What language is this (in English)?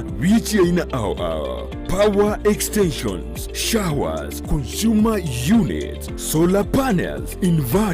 Gusii